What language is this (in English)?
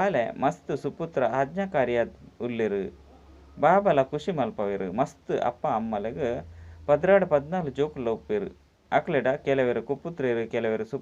Tulu